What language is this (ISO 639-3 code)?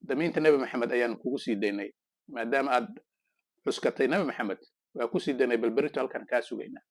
som